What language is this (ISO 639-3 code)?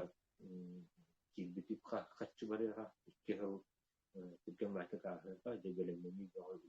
sah